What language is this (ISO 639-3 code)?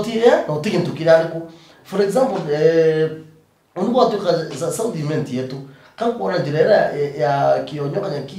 mer